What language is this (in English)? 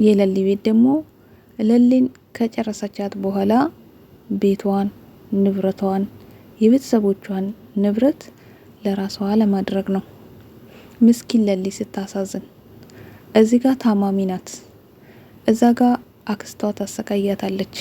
Amharic